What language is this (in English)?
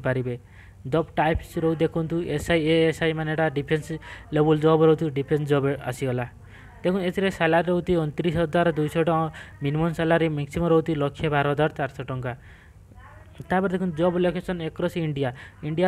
Odia